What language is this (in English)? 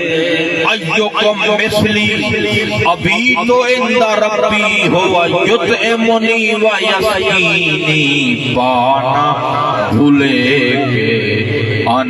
Saraiki